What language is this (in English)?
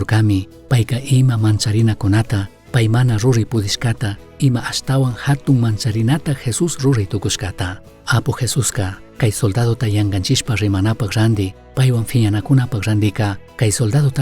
Chimborazo Highland Quichua